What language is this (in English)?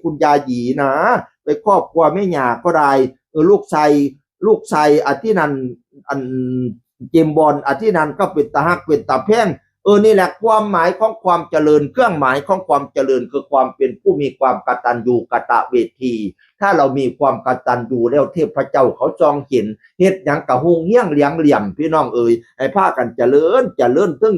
Northeastern Thai